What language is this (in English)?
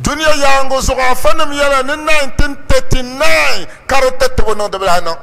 Dagbani